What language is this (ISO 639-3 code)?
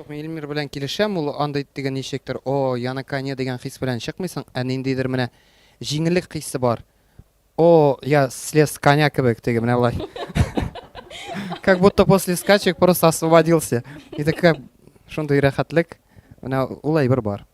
tat